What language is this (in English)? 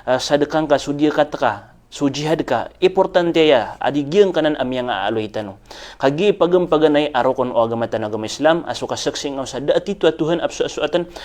Maranao